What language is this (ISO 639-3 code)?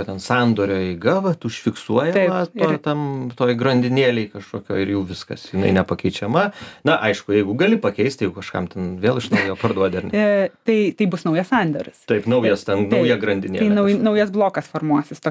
lit